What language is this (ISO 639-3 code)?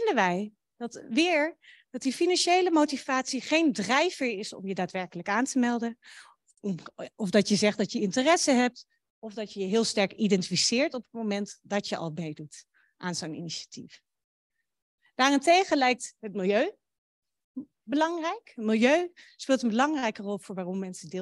nld